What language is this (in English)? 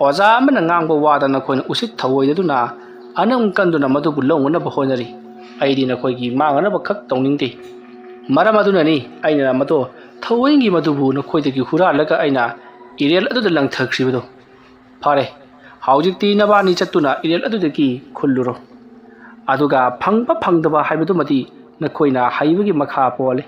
Manipuri